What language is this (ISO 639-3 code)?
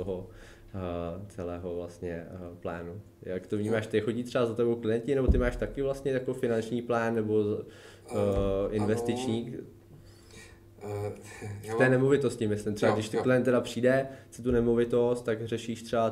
ces